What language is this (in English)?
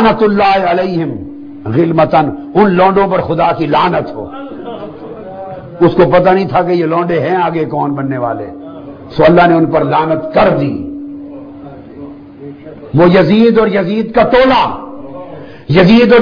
Urdu